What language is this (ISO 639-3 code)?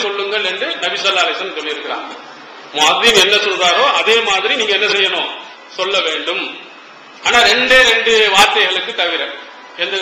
tam